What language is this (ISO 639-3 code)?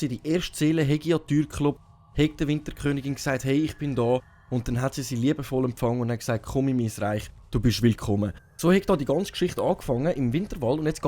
gsw